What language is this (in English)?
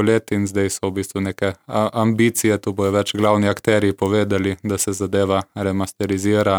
Slovenian